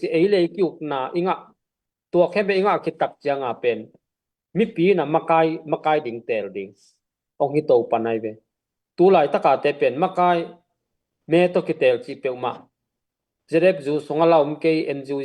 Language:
Tedim Chin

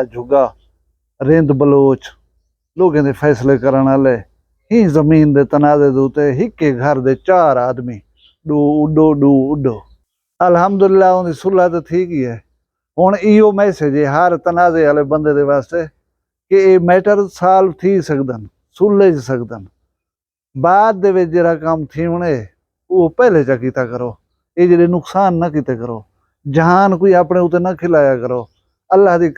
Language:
Saraiki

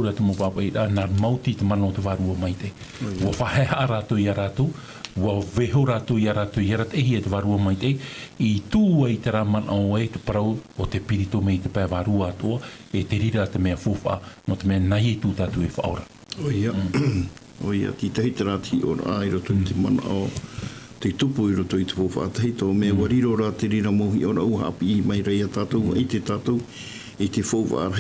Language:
Tahitian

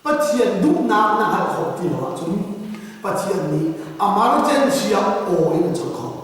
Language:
Hakha Chin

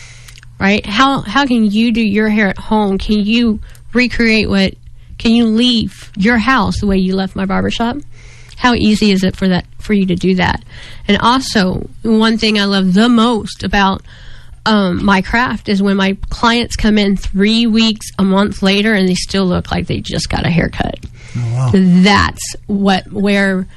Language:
English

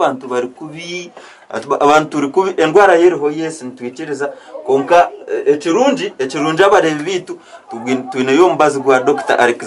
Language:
Nyankole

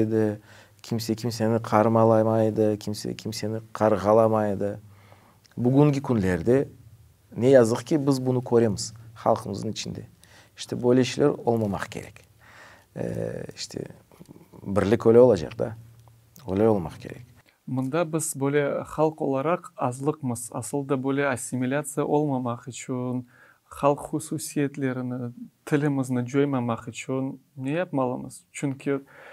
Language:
Crimean Tatar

